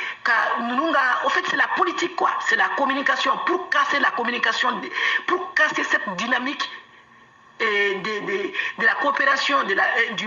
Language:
Bambara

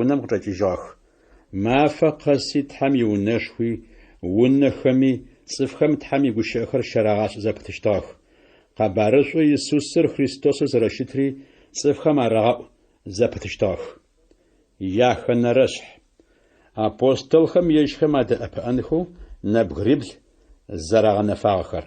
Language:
Adyghe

